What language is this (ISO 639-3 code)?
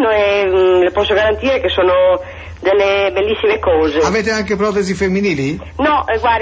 ita